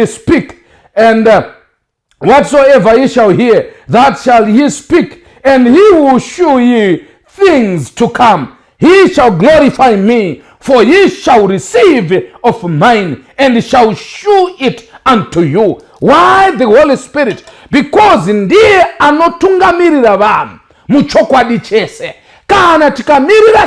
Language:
Shona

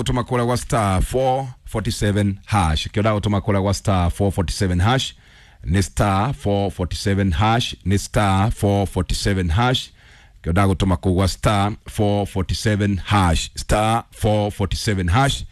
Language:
Kikuyu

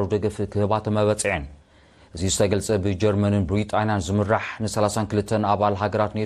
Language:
Tigrinya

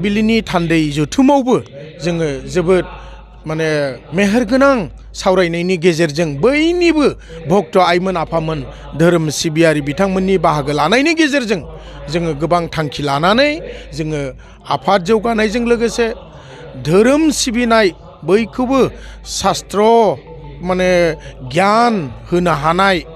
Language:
Bodo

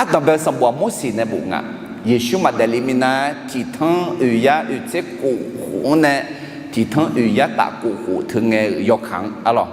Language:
Akha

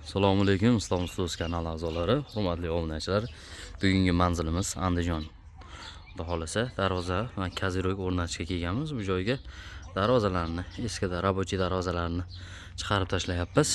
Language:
Uzbek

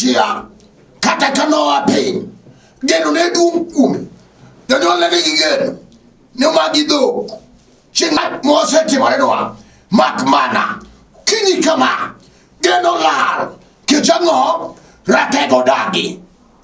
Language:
Luo (Kenya and Tanzania)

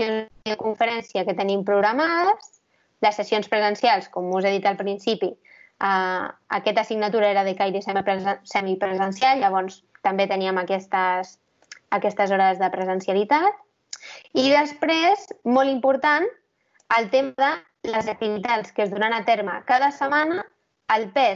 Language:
Catalan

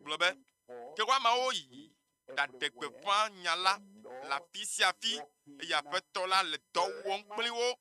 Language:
Ewe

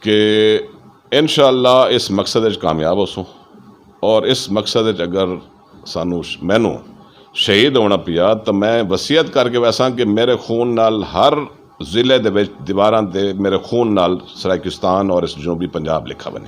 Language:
Saraiki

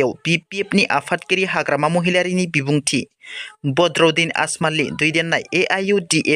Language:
Bodo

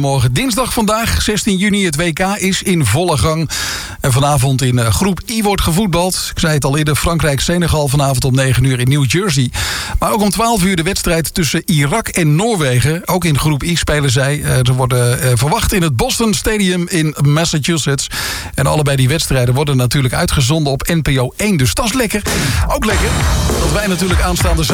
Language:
Dutch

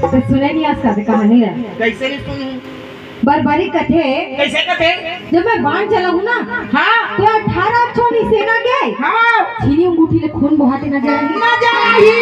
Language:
Chhattisgarhi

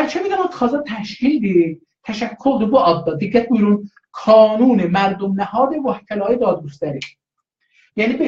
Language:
South Azerbaijani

